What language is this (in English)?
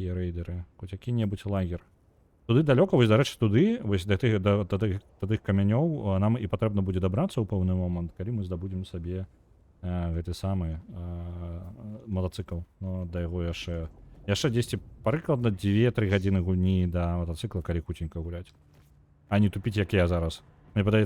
Belarusian